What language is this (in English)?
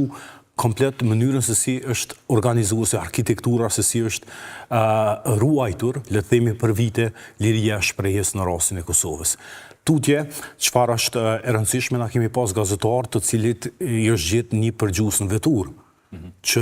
Albanian